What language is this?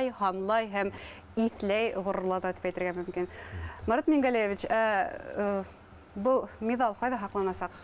Bashkir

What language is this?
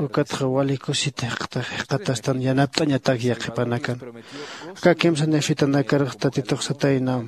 Aymara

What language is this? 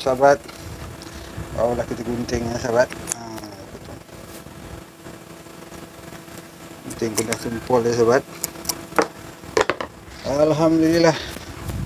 Malay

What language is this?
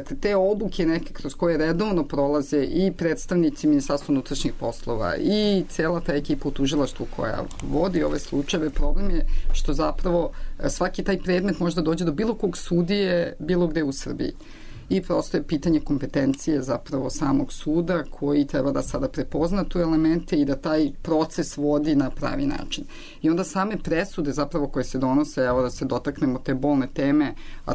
Serbian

